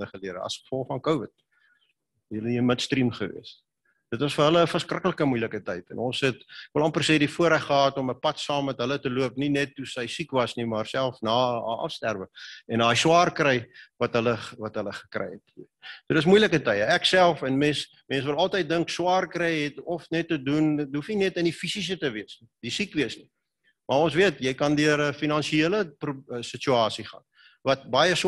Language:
Afrikaans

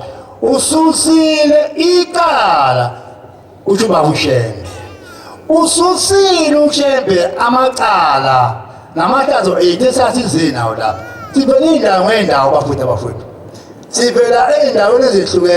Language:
Zulu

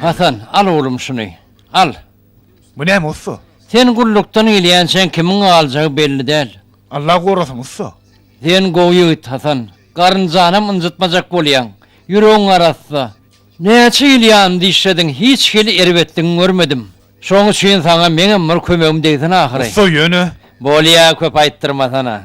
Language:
Turkmen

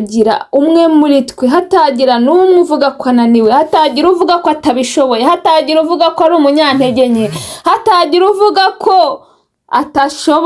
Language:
Kinyarwanda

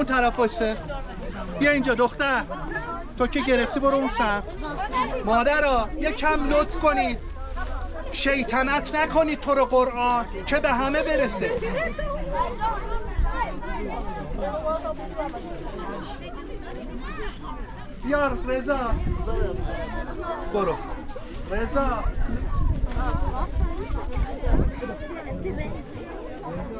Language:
Persian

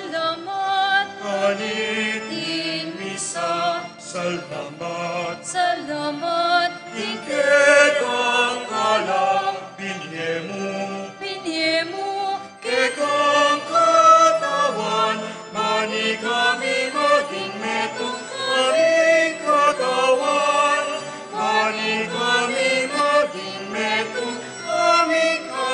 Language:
Pampanga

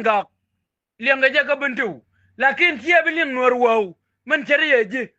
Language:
Nuer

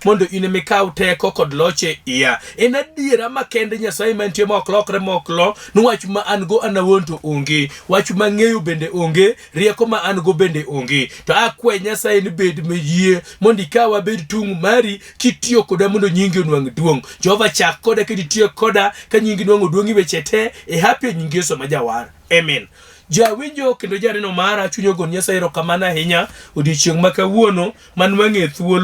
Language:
Luo (Kenya and Tanzania)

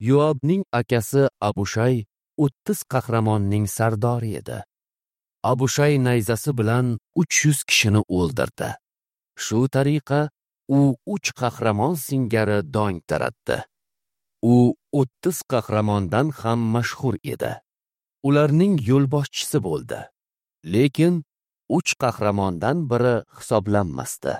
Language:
Uzbek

